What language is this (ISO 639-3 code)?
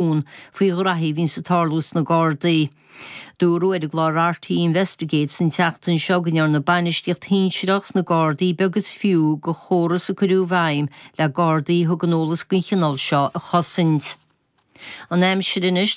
gle